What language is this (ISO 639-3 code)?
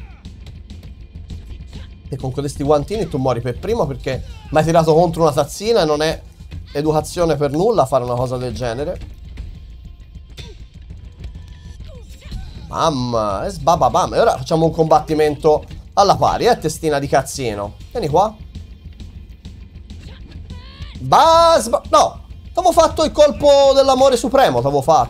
ita